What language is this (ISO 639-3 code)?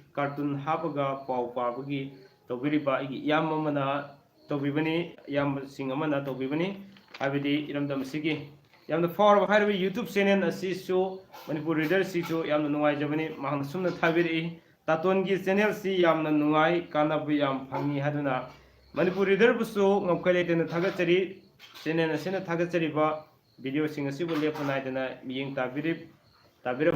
mni